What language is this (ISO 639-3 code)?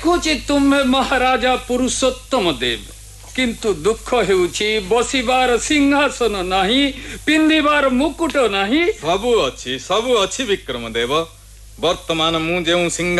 ori